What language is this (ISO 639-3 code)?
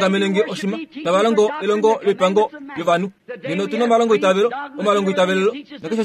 kua